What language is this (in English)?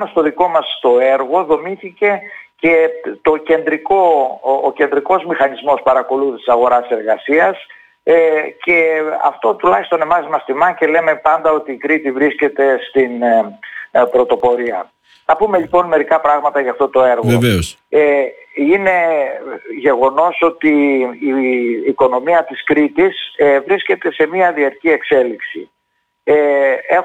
Greek